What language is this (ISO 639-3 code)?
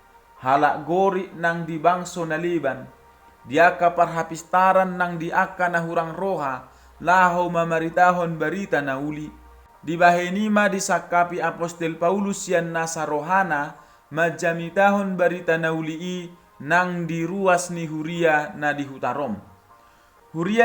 bbc